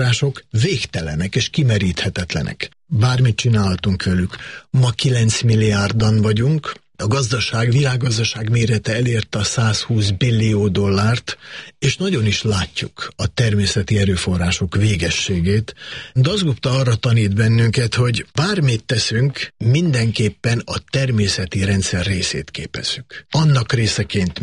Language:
Hungarian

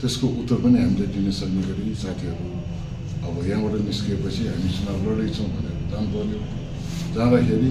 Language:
Nepali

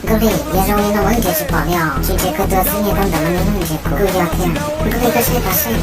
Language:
Hmong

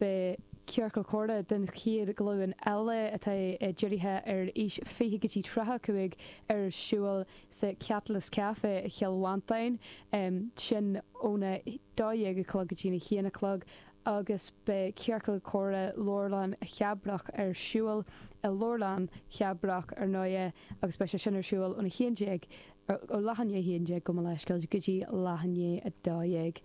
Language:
Irish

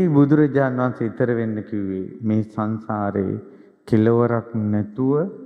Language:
Sinhala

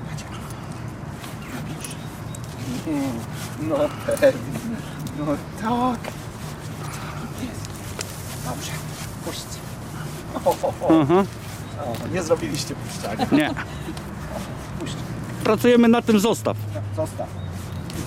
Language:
Polish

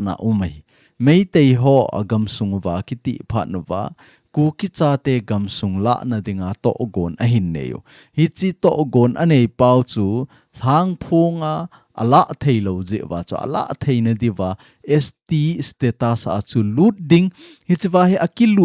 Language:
Thado Chin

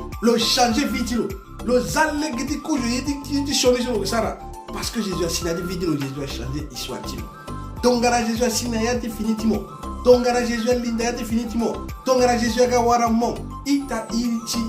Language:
Sango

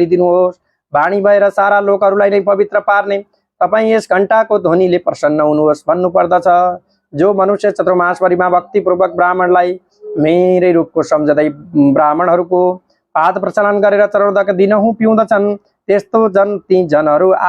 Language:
Nepali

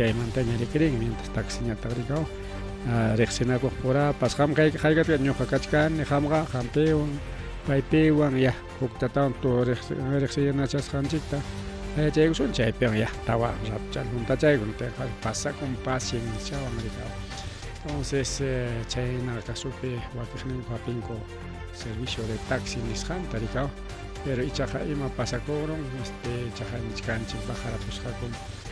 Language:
Ayacucho Quechua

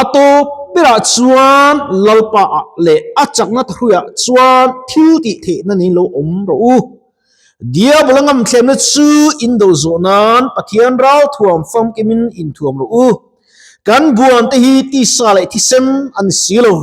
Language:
Mizo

